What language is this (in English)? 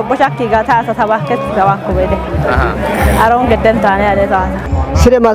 Kafa